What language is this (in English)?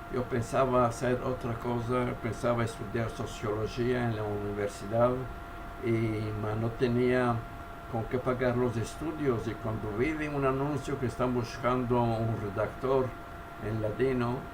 Ladino